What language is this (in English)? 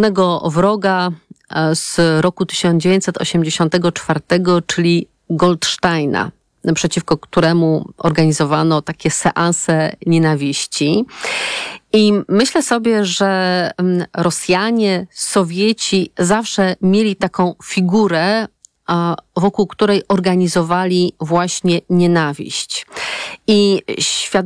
Polish